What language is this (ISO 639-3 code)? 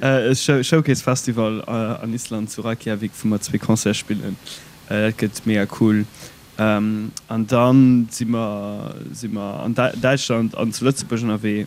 ltz